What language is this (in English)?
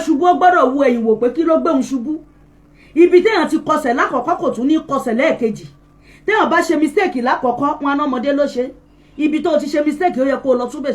Yoruba